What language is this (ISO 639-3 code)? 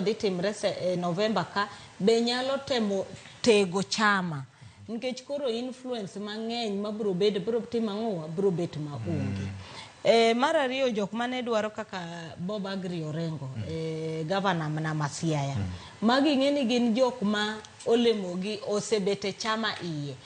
luo